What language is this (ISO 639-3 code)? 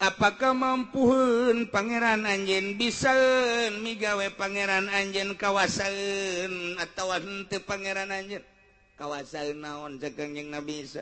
sun